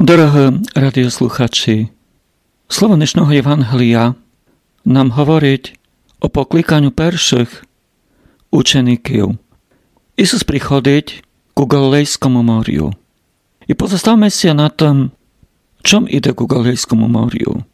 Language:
Rusyn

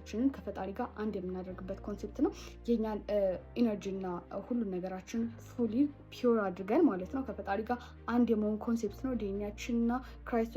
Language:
Amharic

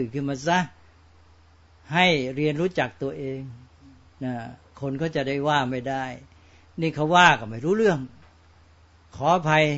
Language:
Thai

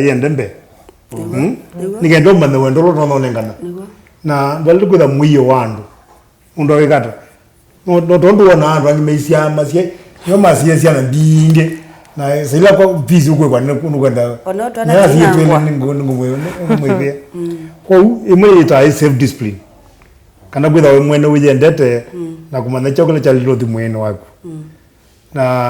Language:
Kamba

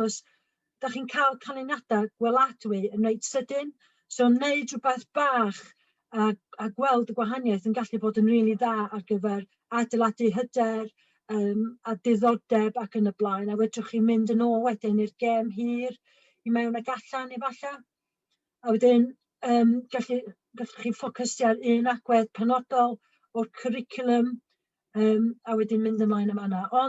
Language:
Welsh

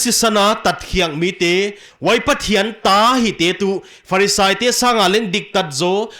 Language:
Paite Chin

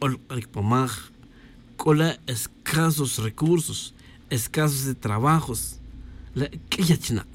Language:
Tz'utujil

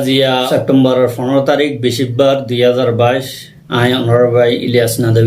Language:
Rohingya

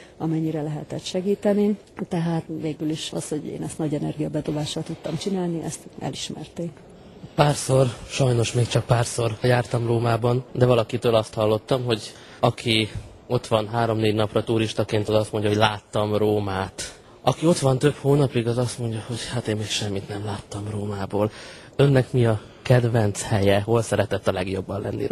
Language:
Hungarian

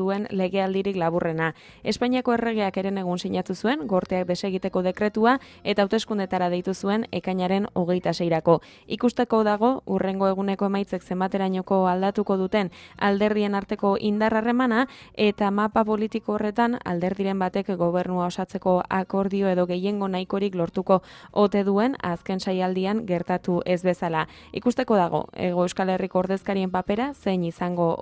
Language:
Basque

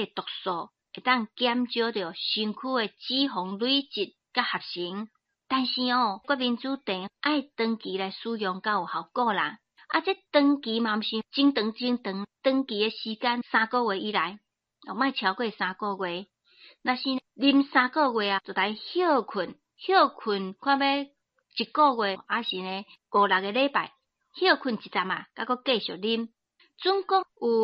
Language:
Min Nan Chinese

